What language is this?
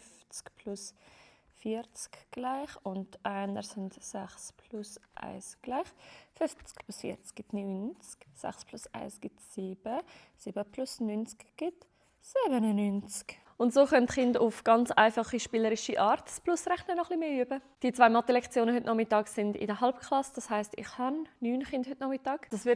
Swiss German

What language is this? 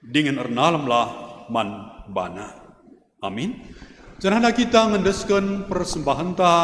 Batak Karo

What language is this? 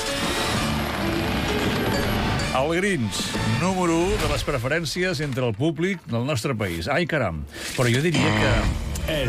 Catalan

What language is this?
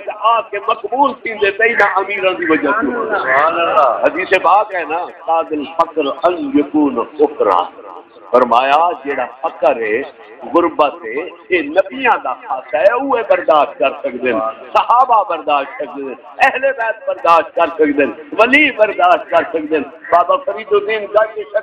Saraiki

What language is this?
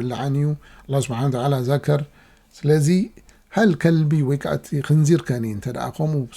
Tigrinya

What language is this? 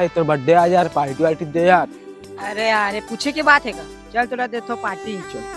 Chhattisgarhi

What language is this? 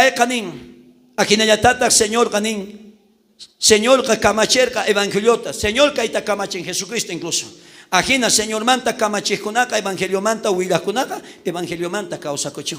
South Bolivian Quechua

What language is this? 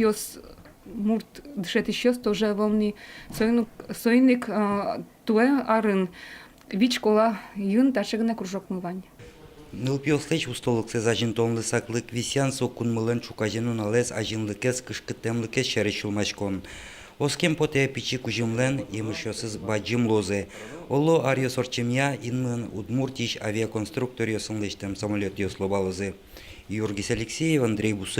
Udmurt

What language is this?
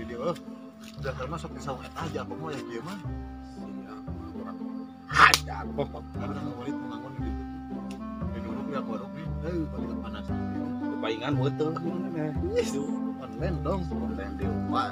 Sundanese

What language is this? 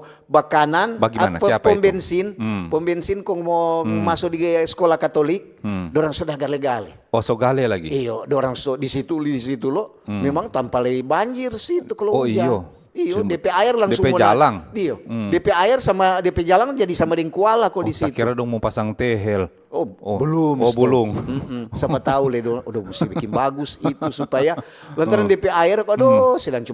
Manado Malay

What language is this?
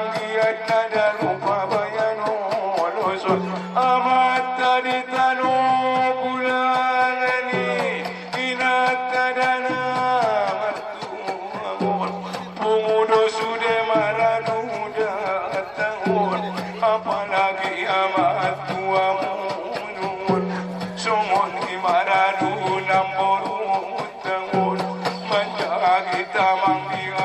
Batak Angkola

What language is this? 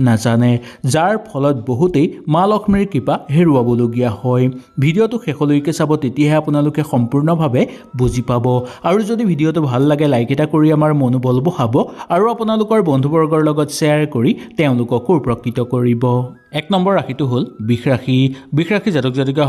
Assamese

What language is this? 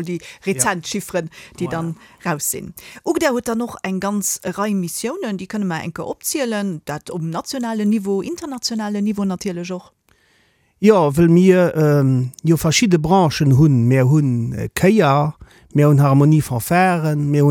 Luxembourgish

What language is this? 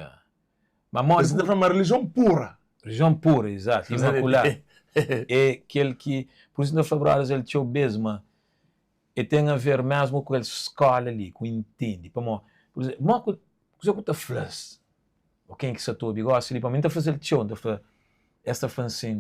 Kabuverdianu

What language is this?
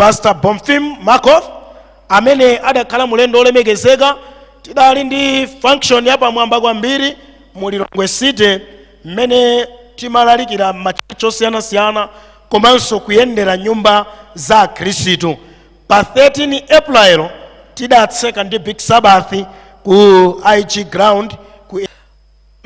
Nyanja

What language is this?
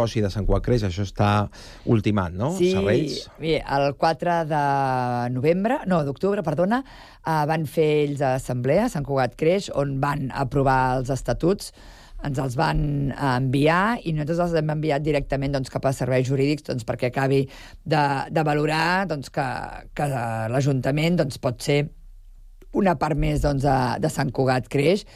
Catalan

